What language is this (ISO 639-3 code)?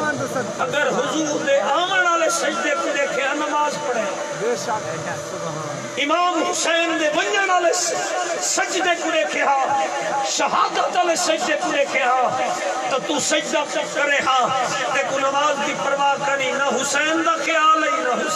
skr